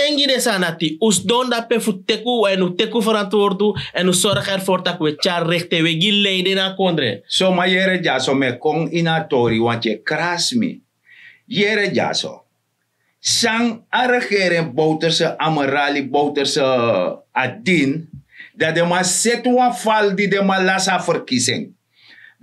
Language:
Sranan Tongo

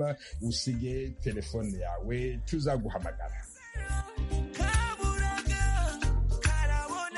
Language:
Kinyarwanda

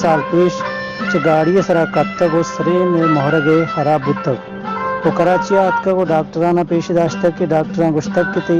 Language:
Baluchi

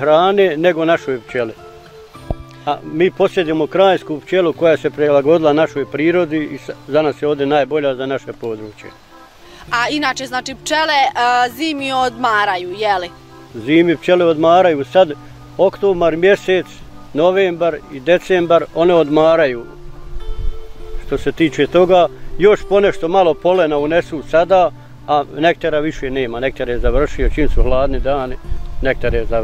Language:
Bosnian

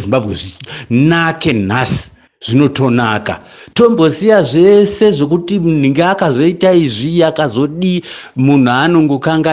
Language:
Shona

